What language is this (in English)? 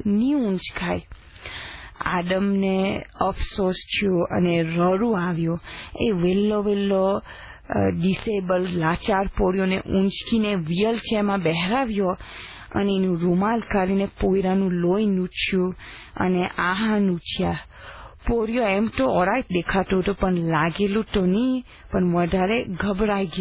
Gujarati